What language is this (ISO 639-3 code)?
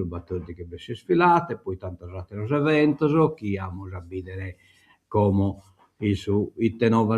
srd